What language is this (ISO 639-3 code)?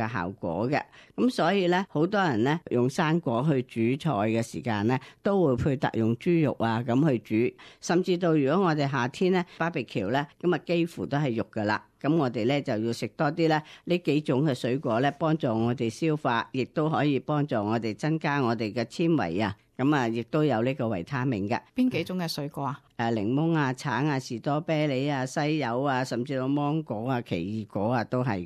yue